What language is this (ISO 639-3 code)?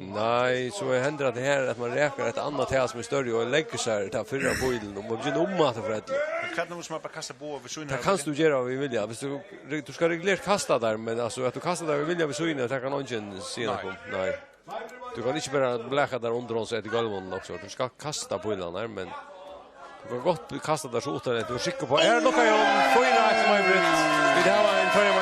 fao